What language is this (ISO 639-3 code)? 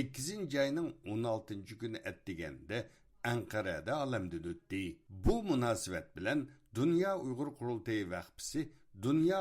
uig